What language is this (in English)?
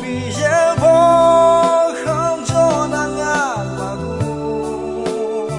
Akha